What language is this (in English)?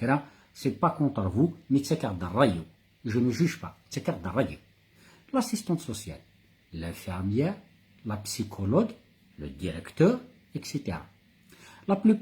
Kabyle